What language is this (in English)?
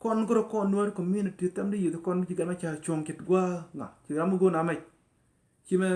Nuer